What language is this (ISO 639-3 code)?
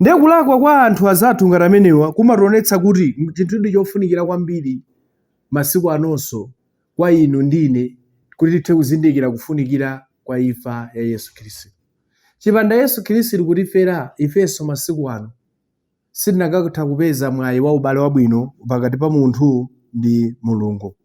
nya